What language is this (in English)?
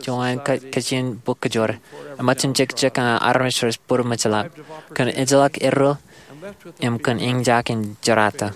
Marshallese